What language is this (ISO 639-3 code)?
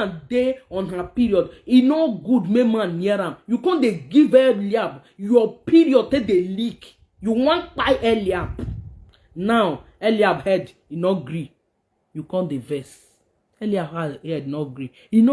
pcm